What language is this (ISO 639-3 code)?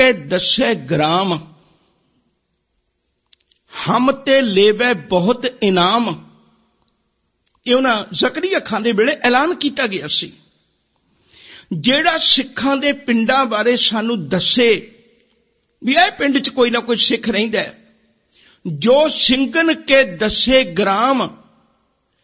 pan